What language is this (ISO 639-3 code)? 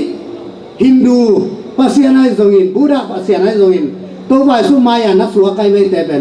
ctd